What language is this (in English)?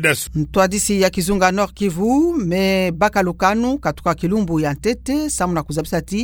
Kituba (Democratic Republic of Congo)